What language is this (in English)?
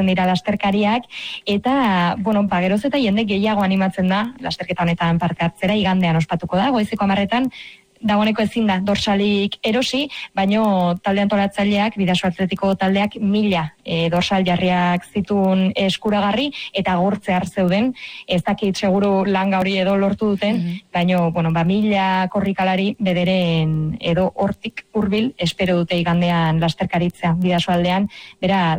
Basque